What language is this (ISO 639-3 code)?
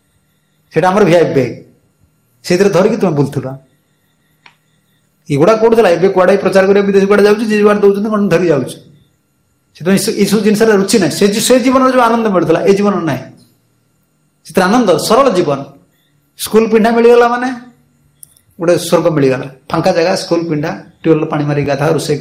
ori